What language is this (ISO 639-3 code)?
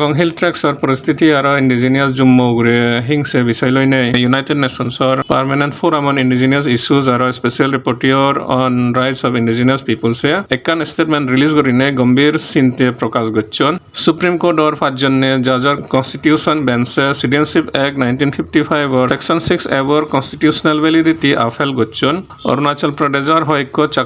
ccp